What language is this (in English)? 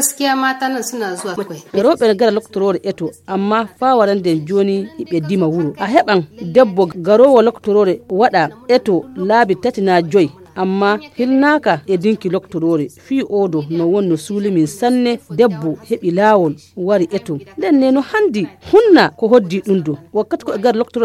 Fula